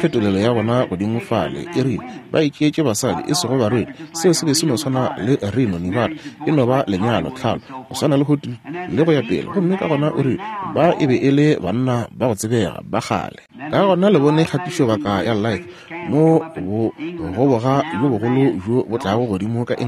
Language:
Northern Sotho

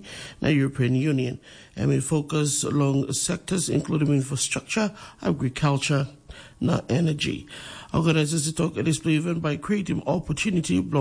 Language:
Tok Pisin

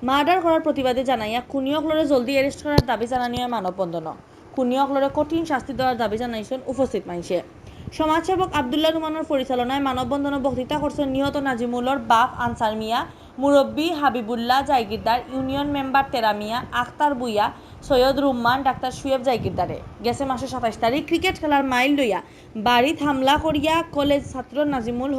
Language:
Sylheti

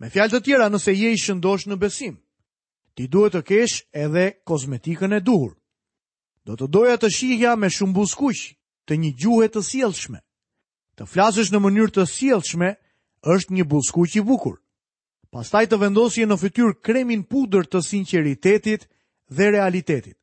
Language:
Albanian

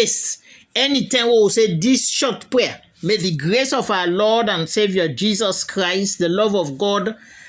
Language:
Krio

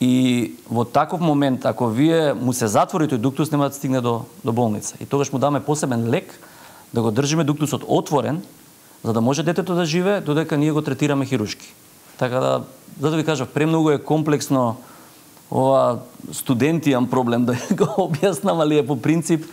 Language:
Macedonian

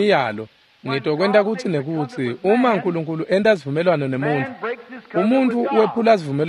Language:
Swati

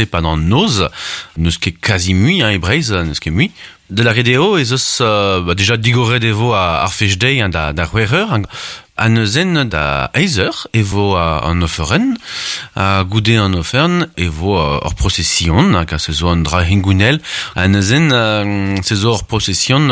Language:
Breton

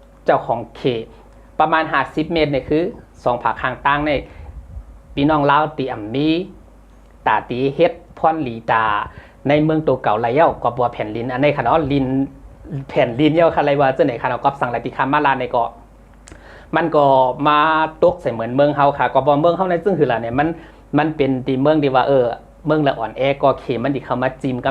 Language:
Shan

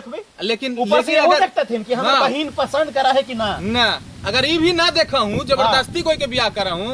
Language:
Magahi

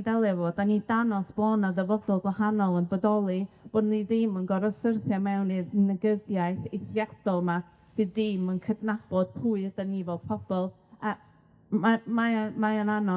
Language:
Welsh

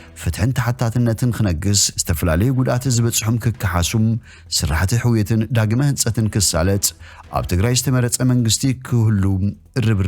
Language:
Tigrinya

